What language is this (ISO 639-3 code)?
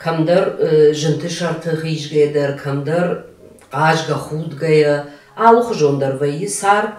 oss